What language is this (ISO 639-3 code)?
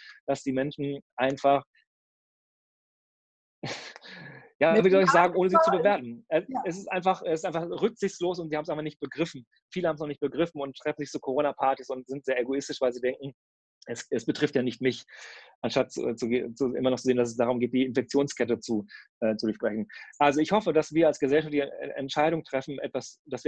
deu